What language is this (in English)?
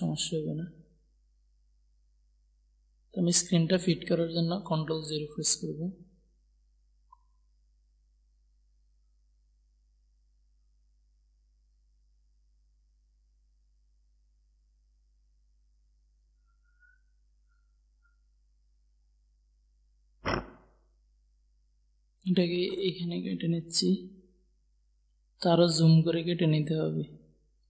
Bangla